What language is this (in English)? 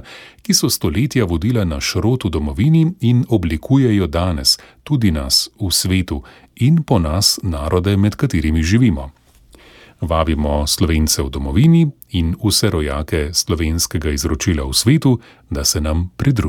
Slovenian